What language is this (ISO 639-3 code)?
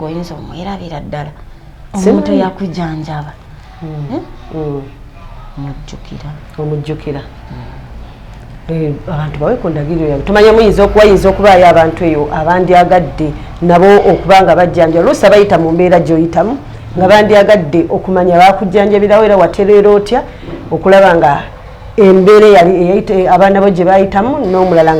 lug